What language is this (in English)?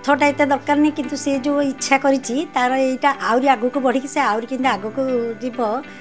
Odia